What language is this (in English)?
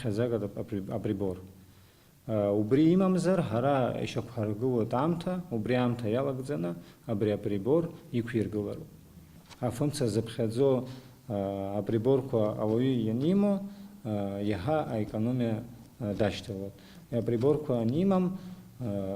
Abkhazian